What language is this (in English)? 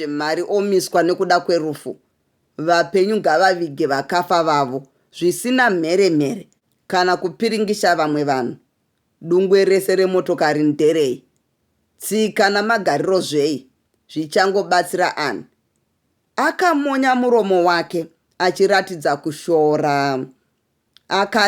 Shona